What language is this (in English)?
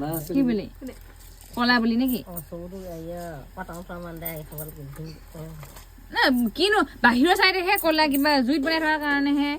Assamese